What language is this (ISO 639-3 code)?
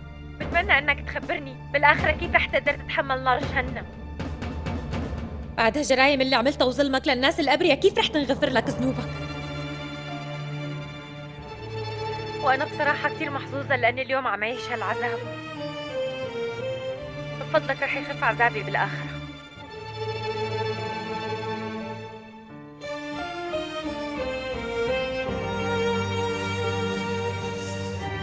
apc